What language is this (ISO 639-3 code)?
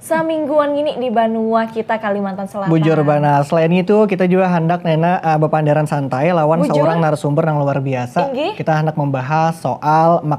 bjn